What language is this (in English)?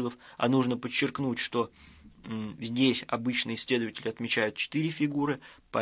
Russian